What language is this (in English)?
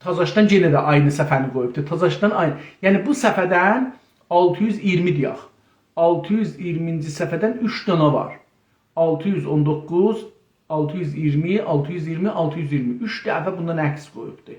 South Azerbaijani